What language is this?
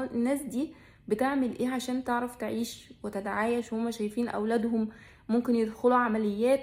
Egyptian Arabic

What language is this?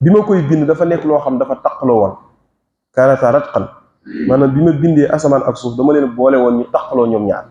Wolof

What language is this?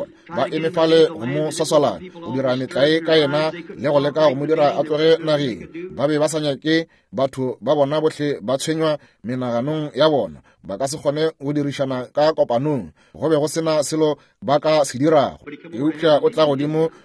Northern Sotho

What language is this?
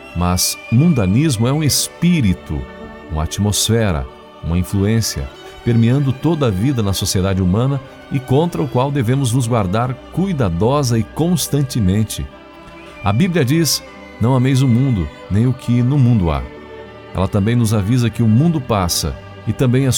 Portuguese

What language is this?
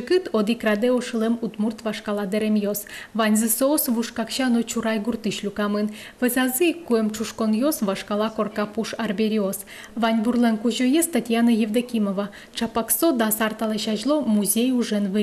Udmurt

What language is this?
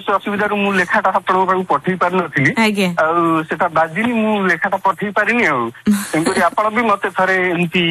Odia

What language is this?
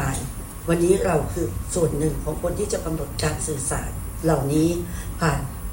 Thai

